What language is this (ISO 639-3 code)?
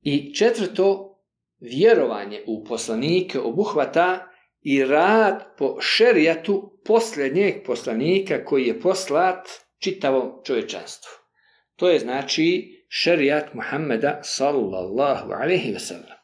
bos